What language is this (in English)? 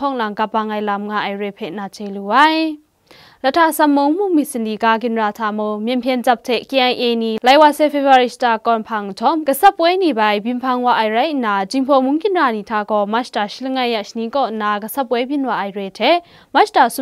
Kachin